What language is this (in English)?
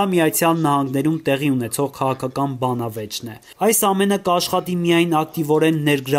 Armenian